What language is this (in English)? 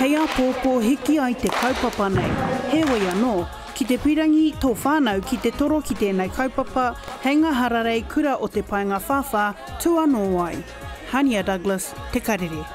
Māori